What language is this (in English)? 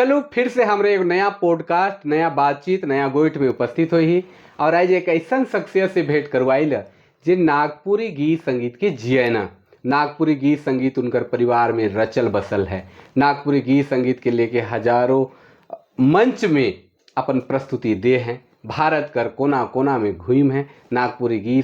Sadri